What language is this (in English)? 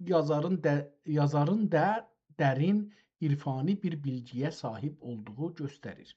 South Azerbaijani